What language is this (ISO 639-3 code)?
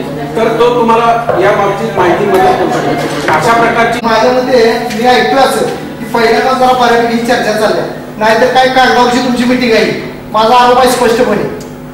mar